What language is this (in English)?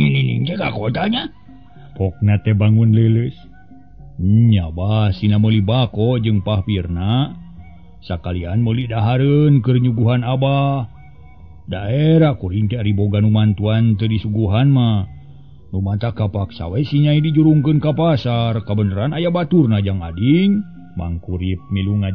Sundanese